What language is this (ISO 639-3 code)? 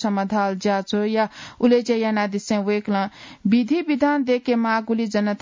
new